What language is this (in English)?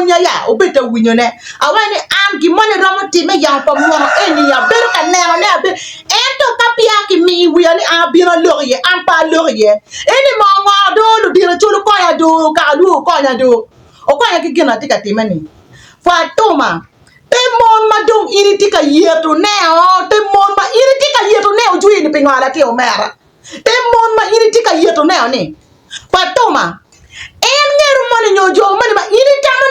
Acoli